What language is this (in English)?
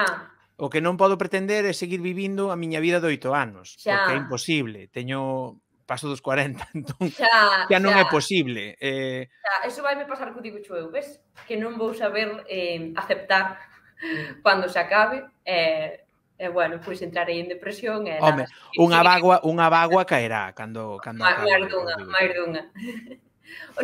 Galician